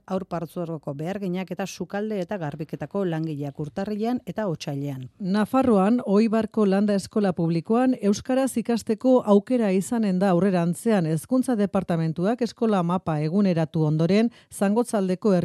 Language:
Basque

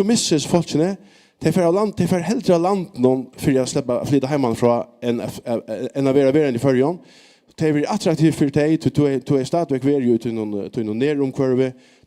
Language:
Faroese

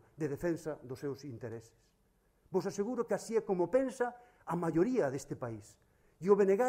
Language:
Galician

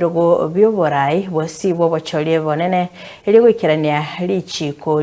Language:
Gusii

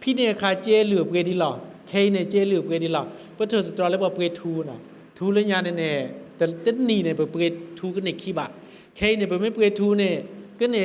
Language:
S'gaw Karen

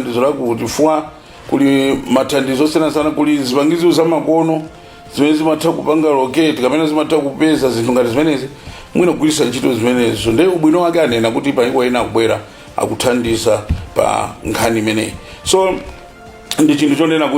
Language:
Nyanja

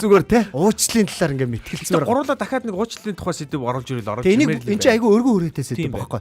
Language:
Mongolian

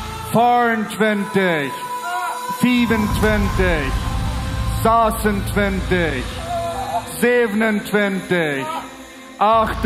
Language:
Plautdietsch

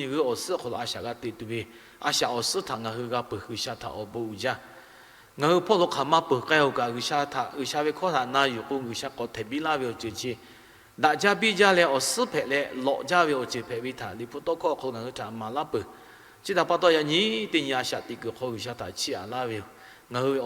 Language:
Lahu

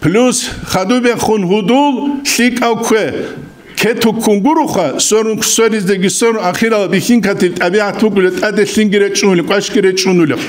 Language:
Avaric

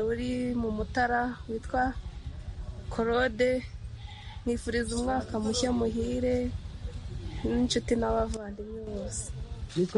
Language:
Kinyarwanda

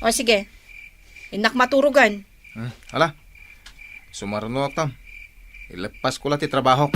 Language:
Iloko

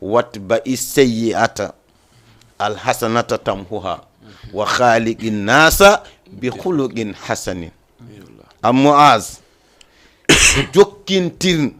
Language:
Fula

